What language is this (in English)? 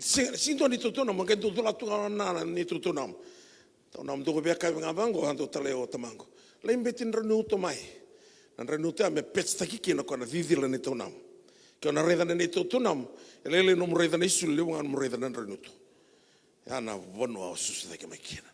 Fijian